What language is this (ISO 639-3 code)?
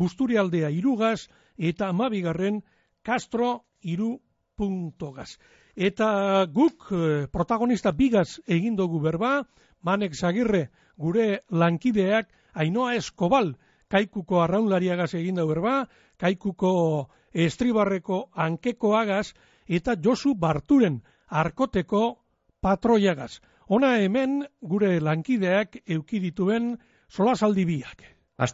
eus